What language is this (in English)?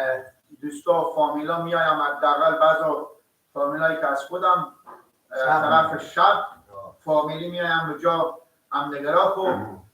Persian